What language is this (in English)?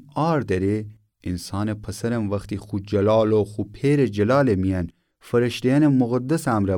Gilaki